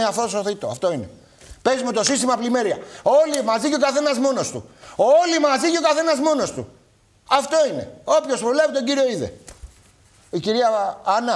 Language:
Greek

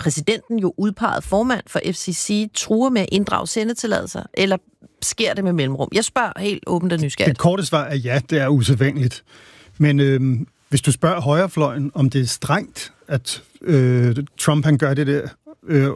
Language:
Danish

